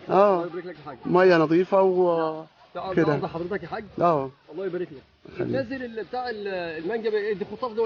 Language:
Egyptian Arabic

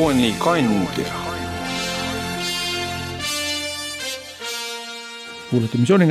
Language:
Estonian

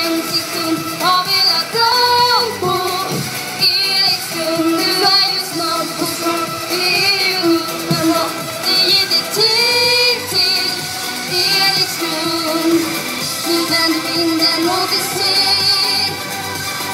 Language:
Swedish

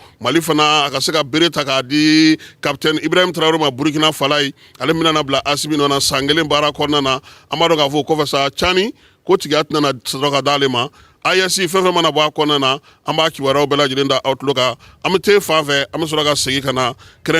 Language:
Bambara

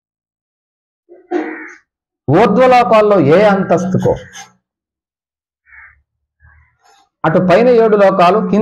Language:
Telugu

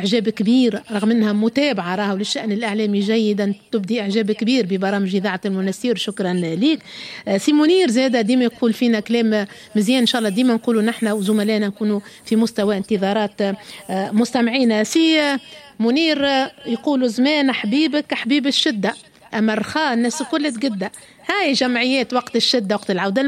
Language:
Tunisian Arabic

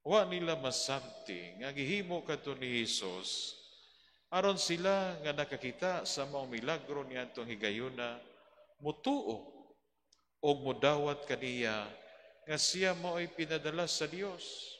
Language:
Cebuano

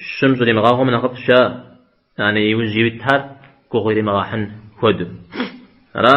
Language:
Kabardian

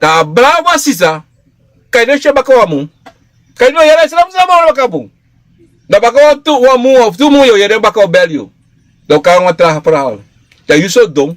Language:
Sranan Tongo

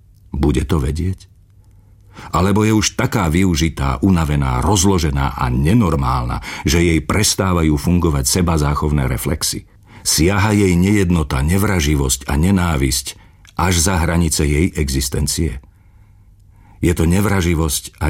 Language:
Slovak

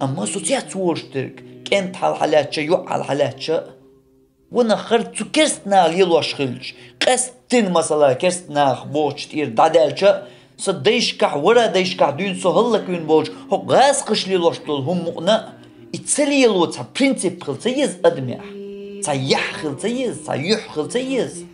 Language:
Chechen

